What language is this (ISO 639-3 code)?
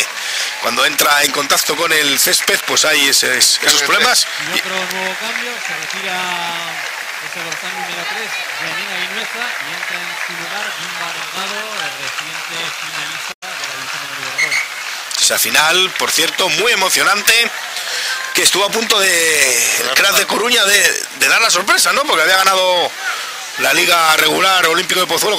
spa